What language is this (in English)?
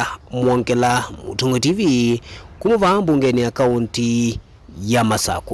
Kamba